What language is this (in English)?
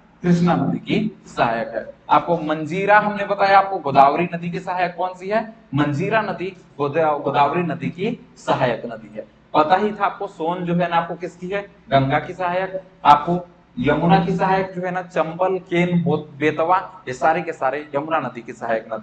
Hindi